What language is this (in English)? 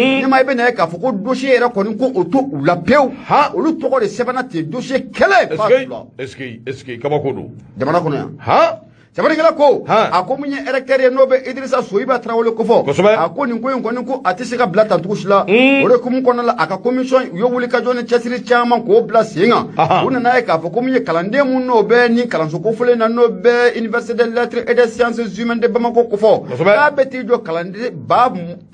Bambara